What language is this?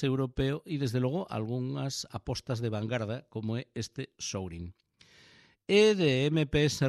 Galician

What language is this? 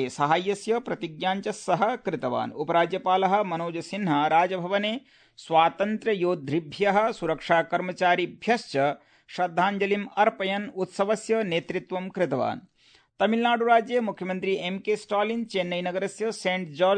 Sanskrit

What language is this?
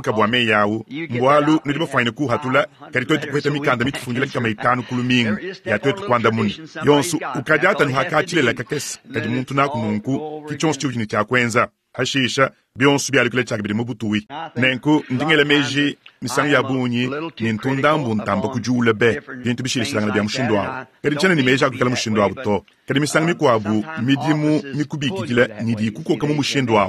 Luba-Lulua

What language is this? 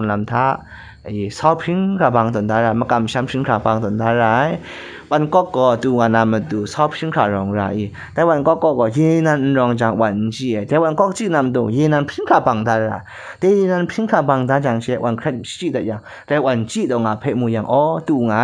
Kachin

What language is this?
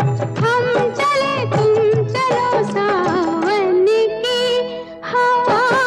Hindi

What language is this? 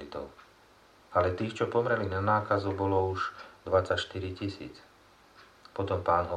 Slovak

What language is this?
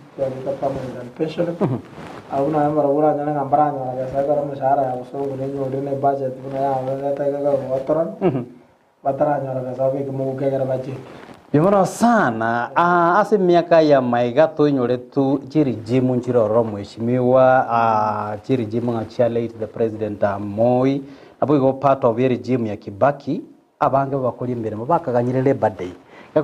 Gusii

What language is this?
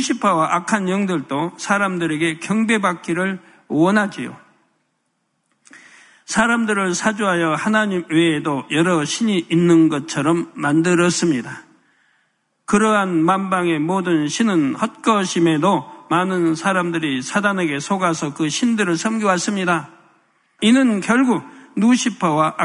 Korean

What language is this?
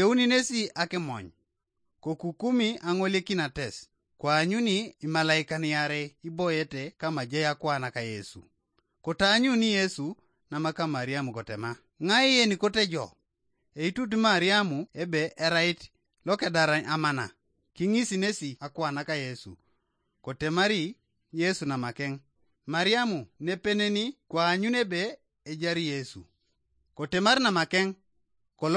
Teso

